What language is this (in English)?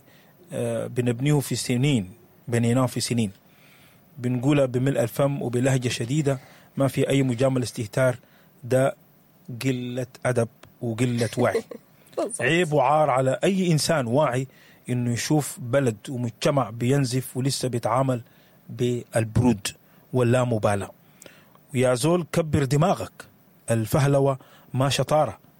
Sudanese Arabic